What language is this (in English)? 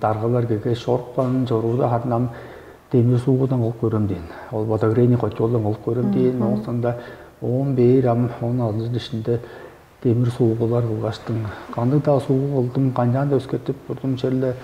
Tuvinian